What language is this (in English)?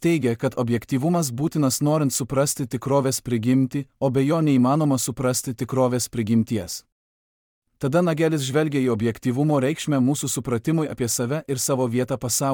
Lithuanian